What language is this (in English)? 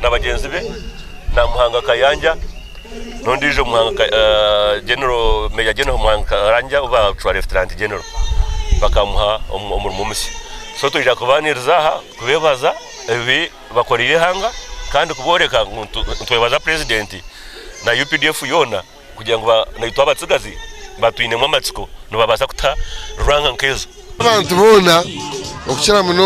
Nyankole